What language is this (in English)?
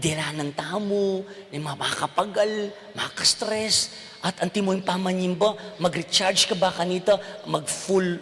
Pampanga